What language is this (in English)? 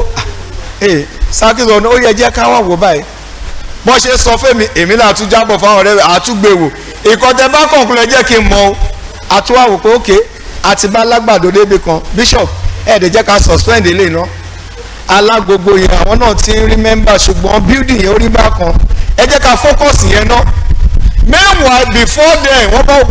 Yoruba